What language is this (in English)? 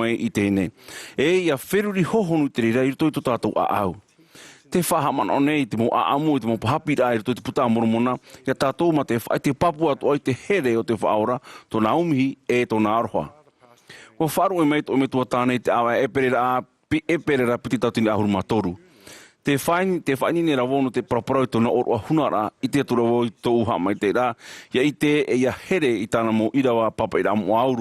Tahitian